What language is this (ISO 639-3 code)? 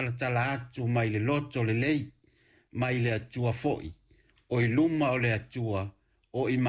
smo